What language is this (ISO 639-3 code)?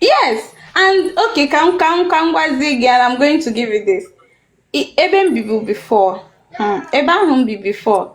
ibo